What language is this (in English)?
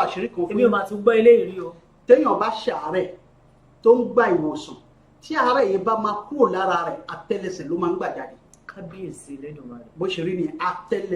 Yoruba